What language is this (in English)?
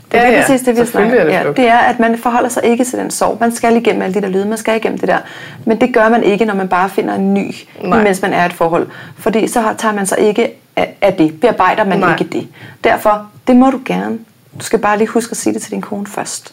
Danish